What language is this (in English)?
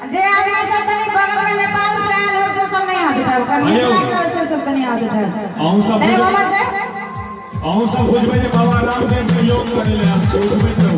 Maithili